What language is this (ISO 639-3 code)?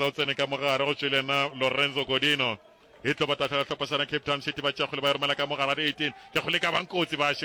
nso